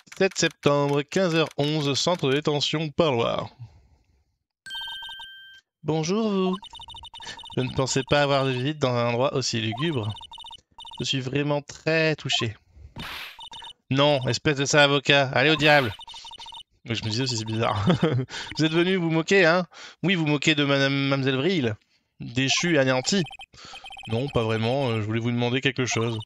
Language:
French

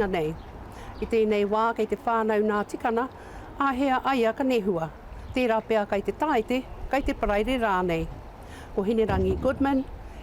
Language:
Māori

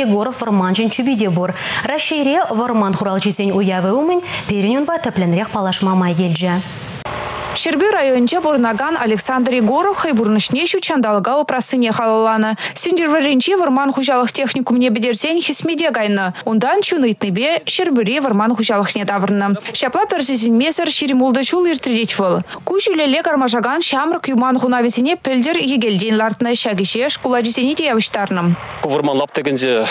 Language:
Chuvash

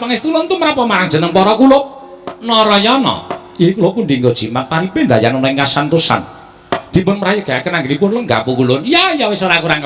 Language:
Javanese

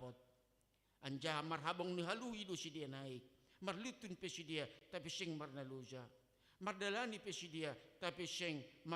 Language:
Batak Simalungun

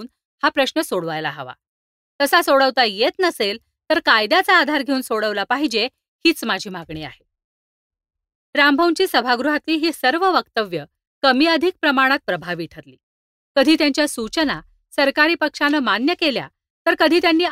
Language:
Marathi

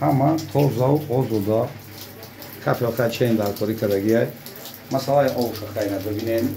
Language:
Tajik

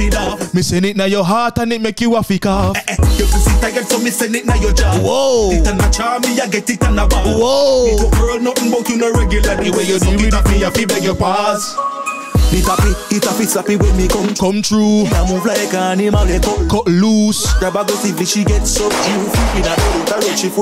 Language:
Jamaican Creole English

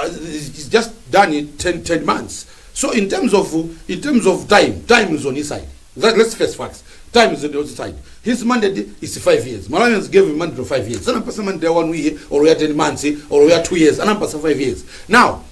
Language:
Nyanja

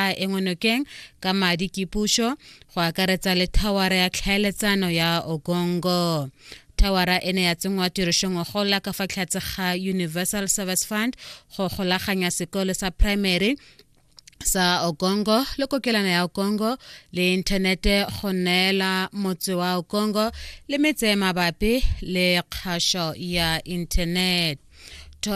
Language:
Tswana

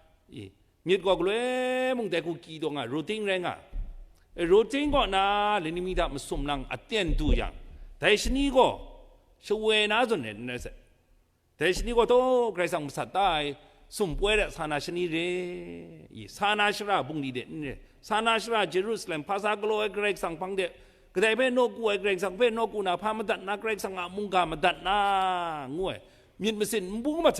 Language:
Kachin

